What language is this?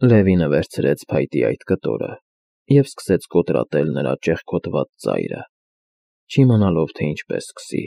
Armenian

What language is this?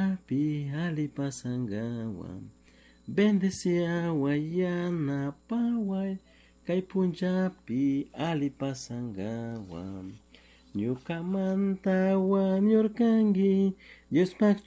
Chimborazo Highland Quichua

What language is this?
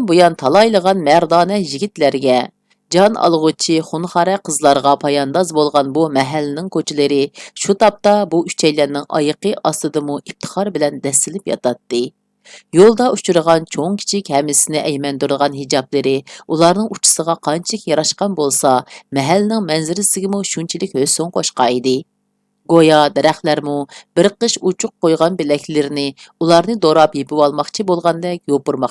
Uyghur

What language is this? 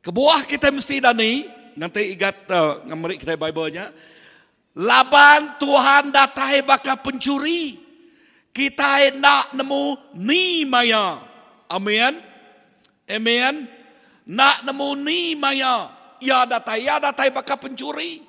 Iban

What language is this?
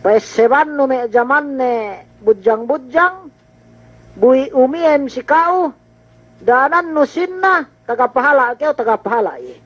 Yakan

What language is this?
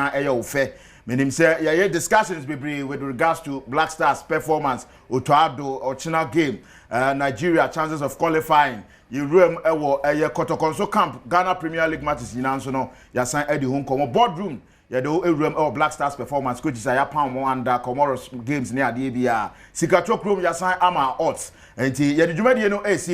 Akan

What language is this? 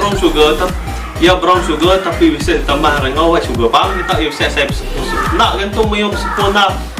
Iban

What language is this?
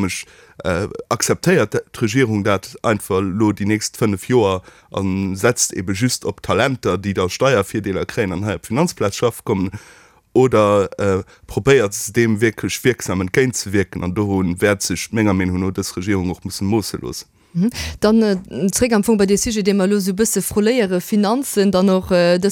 Luxembourgish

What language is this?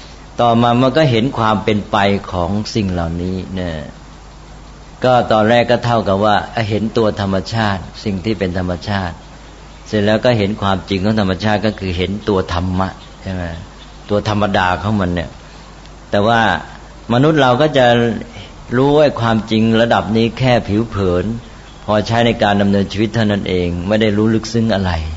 Thai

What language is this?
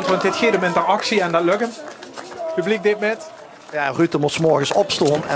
Limburgish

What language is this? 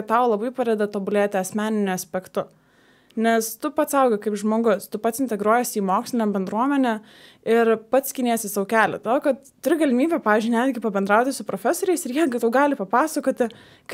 Lithuanian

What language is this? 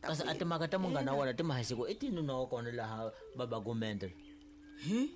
Tsonga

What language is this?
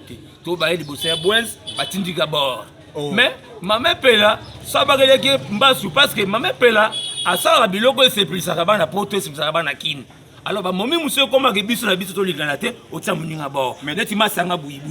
Lingala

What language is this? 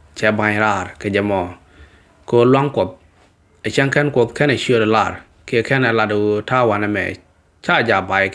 Nuer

